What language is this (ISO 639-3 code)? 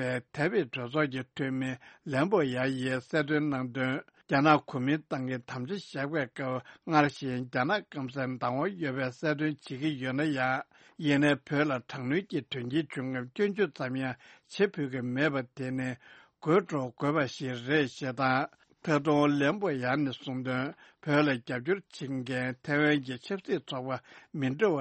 bod